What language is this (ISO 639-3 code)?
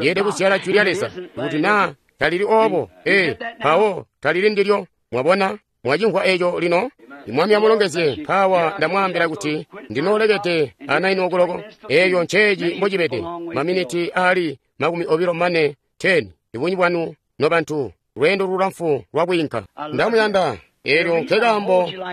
toi